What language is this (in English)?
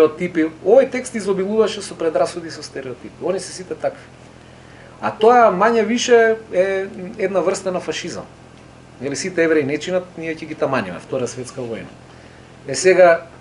Macedonian